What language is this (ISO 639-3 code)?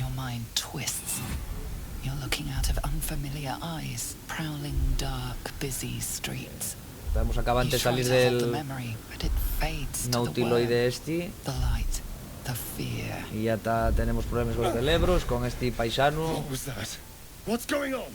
ast